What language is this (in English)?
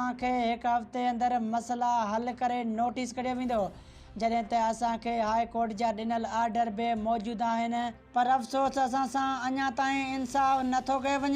Sindhi